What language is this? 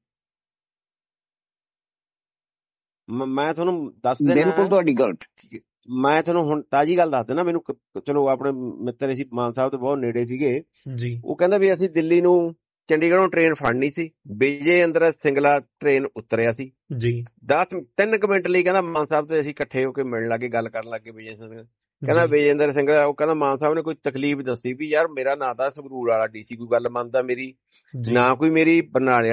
Punjabi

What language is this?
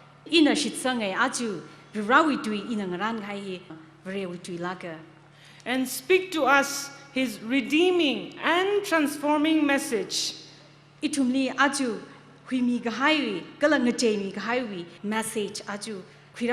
Tangkhul Naga (India)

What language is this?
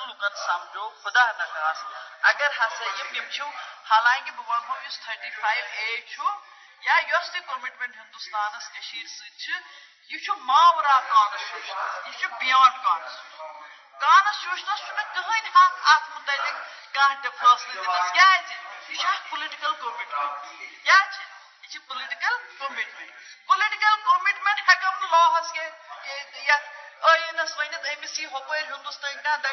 Kashmiri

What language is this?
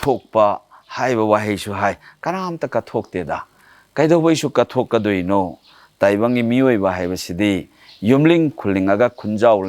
Manipuri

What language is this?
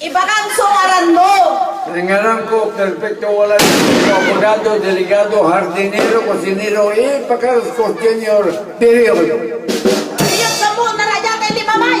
Pangasinan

